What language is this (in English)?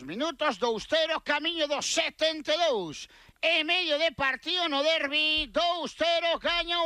Galician